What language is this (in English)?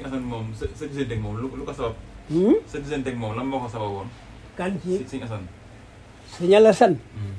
Wolof